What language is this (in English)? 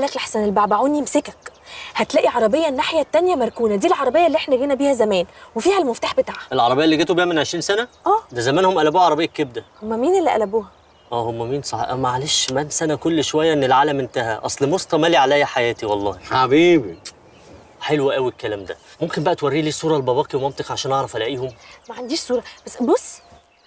Egyptian Arabic